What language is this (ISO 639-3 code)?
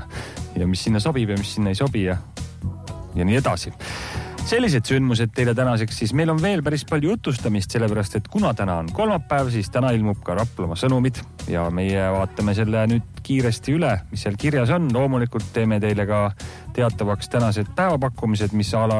est